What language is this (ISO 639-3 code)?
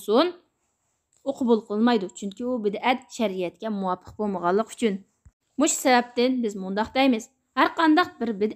uig